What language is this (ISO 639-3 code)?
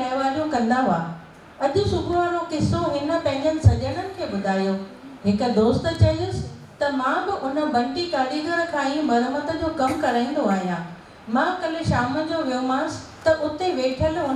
snd